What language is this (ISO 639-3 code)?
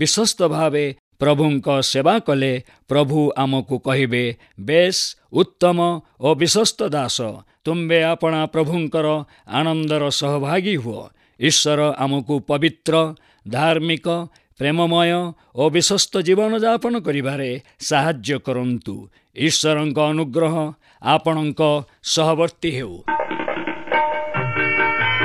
ori